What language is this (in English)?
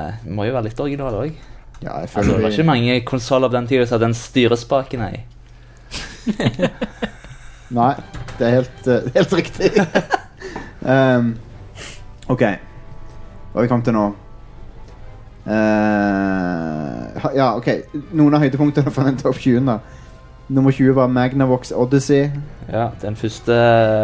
Norwegian